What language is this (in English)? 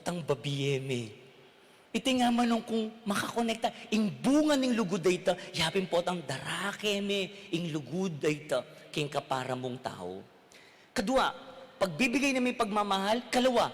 Pampanga